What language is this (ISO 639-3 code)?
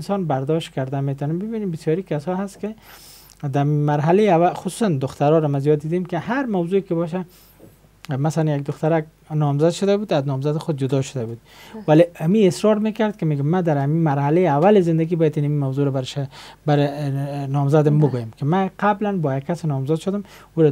fas